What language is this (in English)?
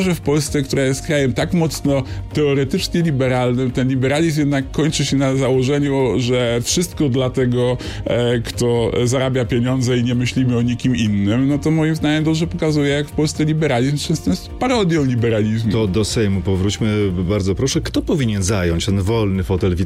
Polish